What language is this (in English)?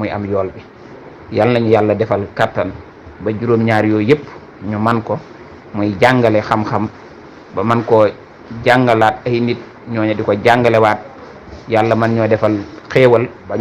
Wolof